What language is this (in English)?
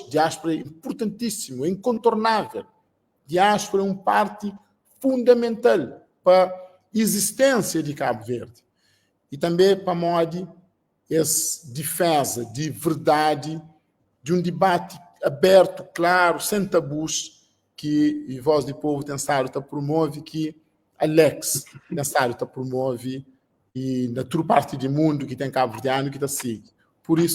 Kabuverdianu